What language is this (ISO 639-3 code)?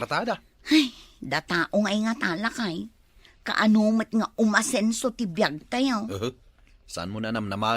ilo